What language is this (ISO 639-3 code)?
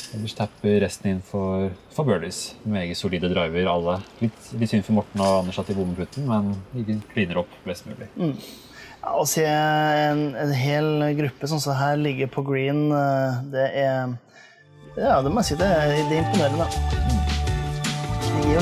nor